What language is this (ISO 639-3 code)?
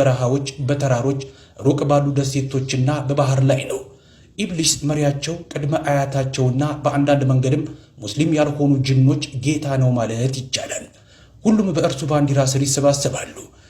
amh